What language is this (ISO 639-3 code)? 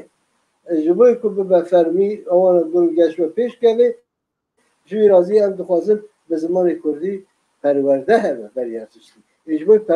kur